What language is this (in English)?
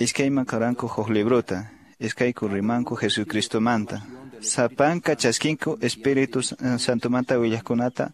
Quechua